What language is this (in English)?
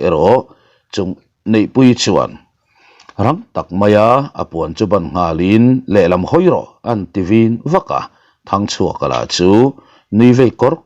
Mizo